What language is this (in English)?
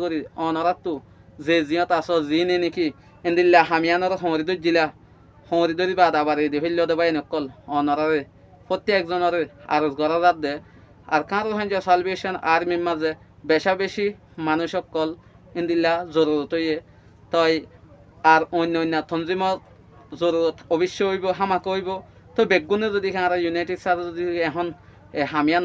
Rohingya